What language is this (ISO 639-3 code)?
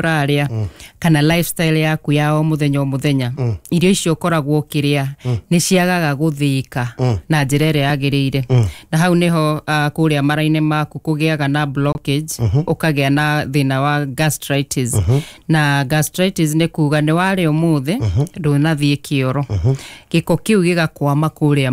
kik